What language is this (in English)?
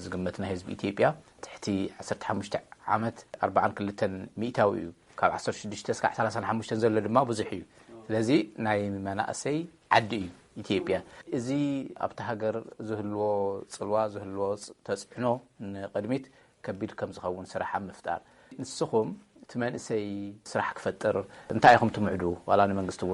Tigrinya